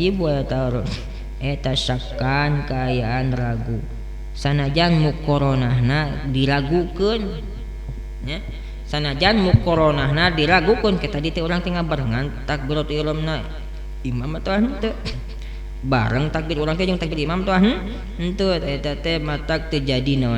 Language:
Sundanese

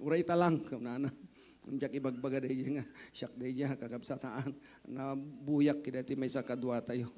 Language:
Iloko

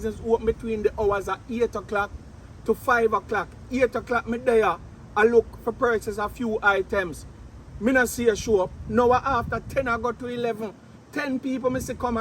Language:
Jamaican Creole English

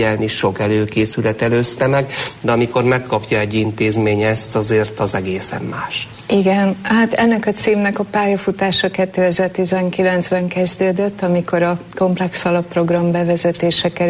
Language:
Hungarian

